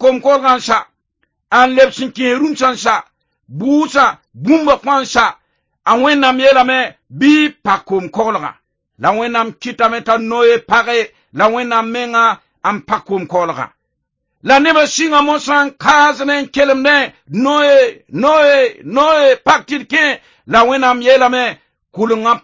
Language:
Mossi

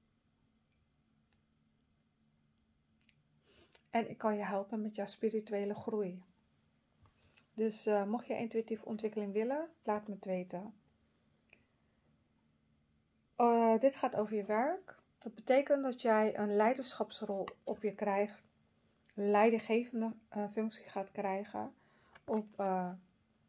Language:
Dutch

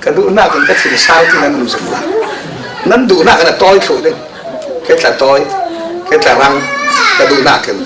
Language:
Falam Chin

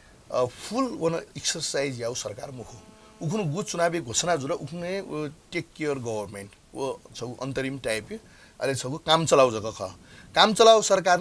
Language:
Newari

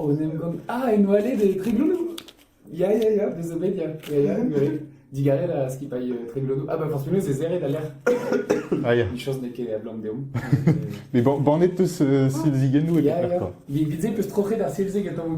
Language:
Breton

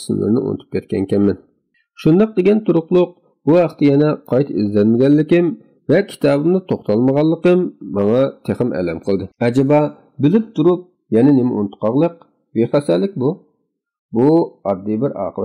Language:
Uyghur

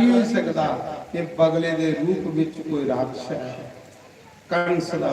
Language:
Dogri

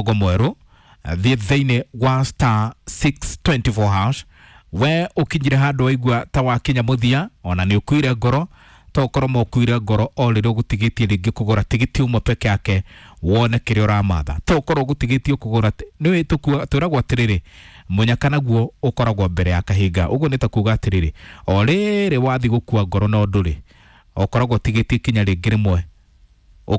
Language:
Kikuyu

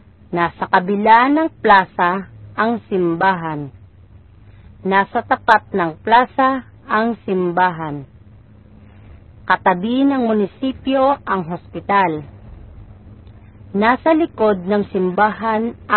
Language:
Filipino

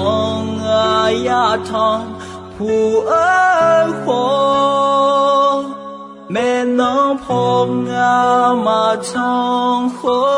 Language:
Akha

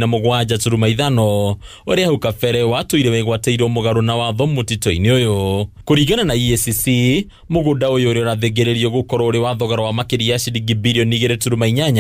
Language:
Kikuyu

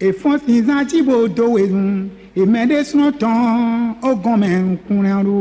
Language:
Fon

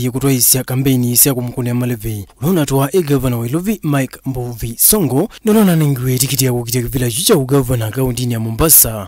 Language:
Kamba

